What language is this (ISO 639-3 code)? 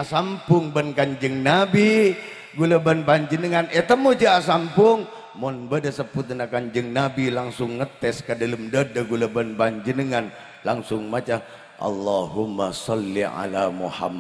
mad